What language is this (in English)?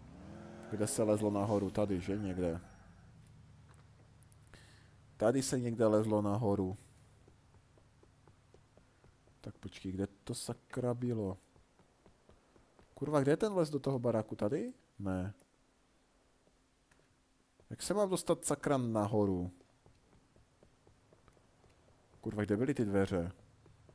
Czech